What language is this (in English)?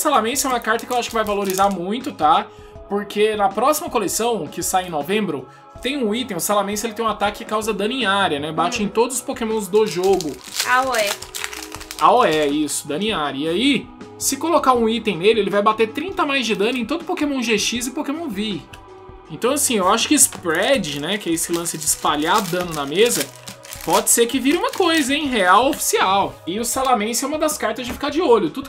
Portuguese